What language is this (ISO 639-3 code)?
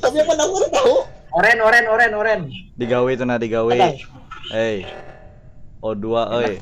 bjn